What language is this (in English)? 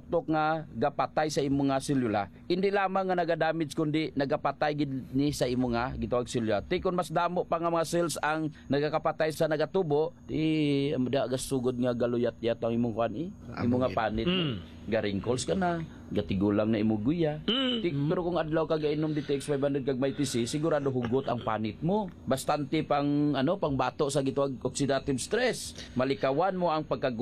Hiligaynon